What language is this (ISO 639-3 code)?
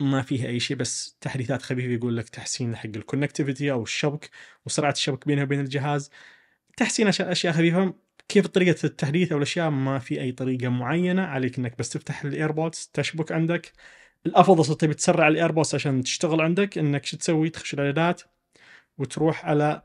ars